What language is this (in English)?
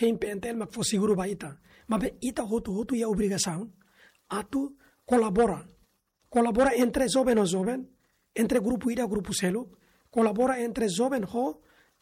Tetum